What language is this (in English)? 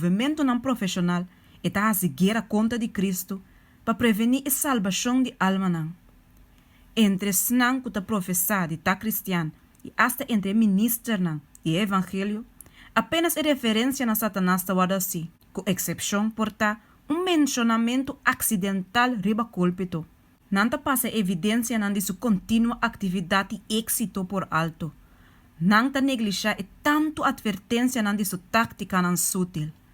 Papiamento